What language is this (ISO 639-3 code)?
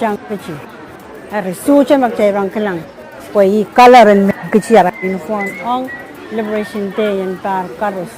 pon